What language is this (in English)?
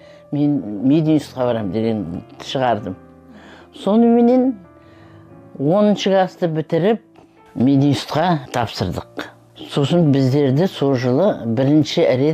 Kazakh